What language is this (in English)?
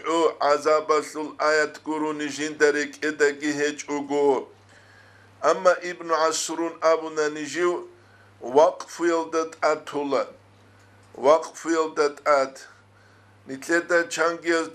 Avaric